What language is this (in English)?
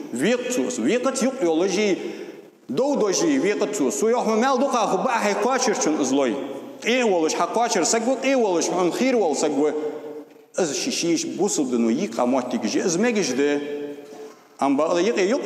Ingush